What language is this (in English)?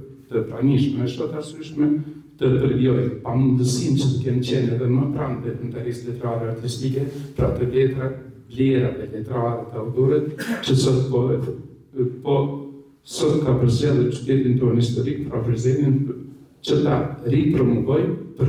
Albanian